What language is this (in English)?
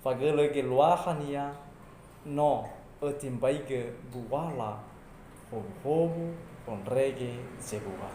Nias